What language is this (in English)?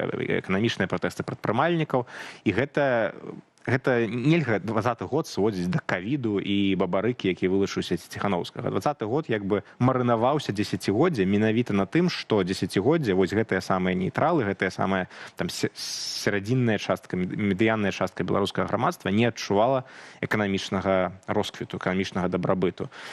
Belarusian